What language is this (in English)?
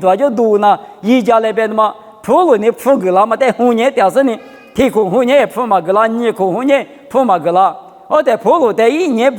Lisu